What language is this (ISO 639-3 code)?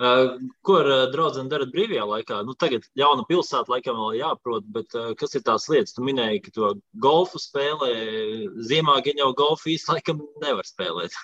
lav